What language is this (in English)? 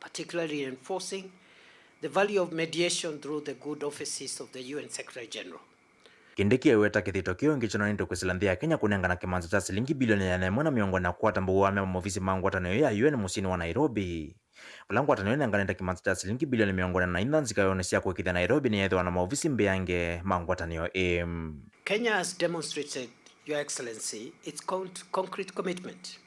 Kamba